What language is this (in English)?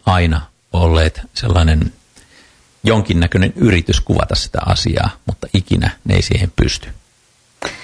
Finnish